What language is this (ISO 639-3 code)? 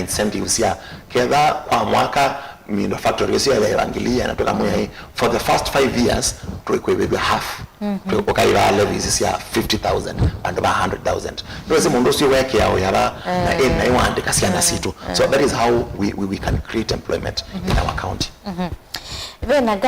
kam